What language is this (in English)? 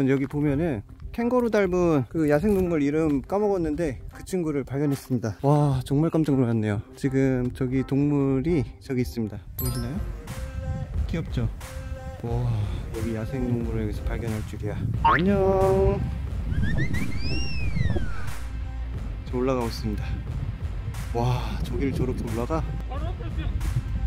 Korean